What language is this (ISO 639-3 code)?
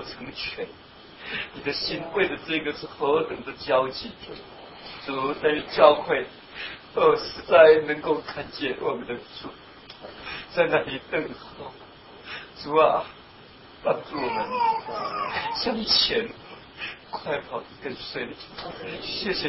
zho